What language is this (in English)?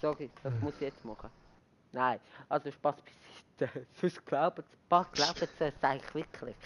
Swiss German